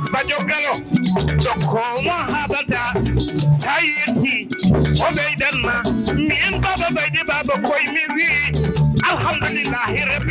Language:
Fula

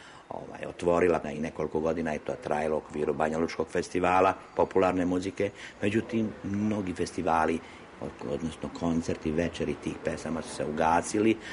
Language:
Serbian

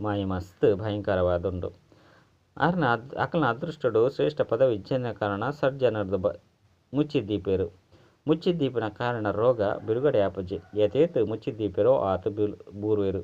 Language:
Tulu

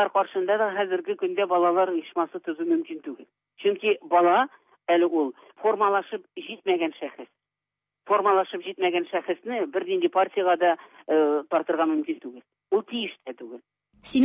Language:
Tatar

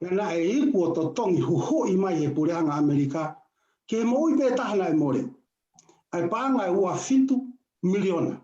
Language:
Tongan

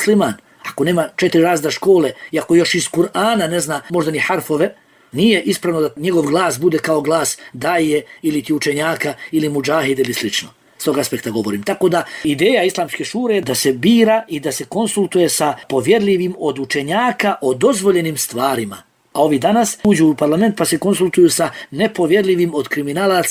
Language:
Bosnian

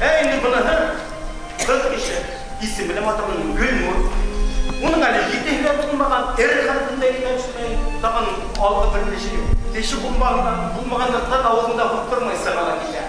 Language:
Bashkir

